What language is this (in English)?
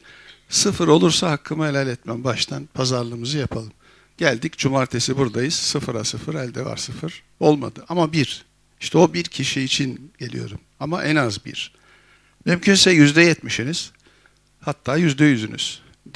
Turkish